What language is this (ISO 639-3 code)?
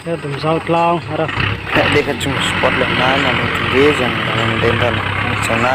ria